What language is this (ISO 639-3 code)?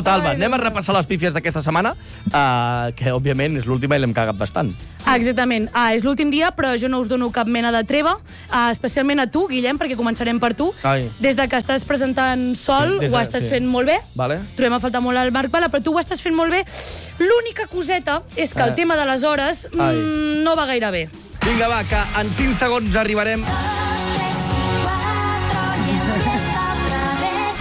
cat